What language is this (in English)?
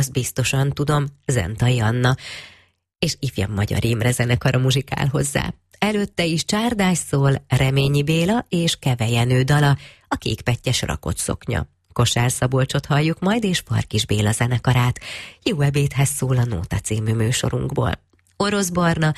Hungarian